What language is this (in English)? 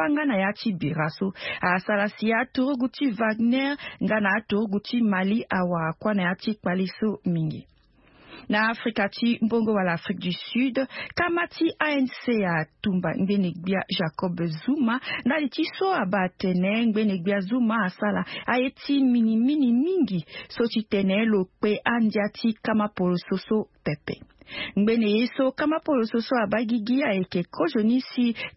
Sango